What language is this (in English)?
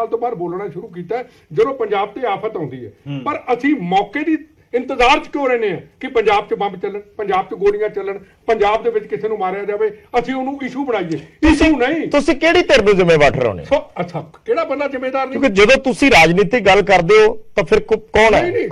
Punjabi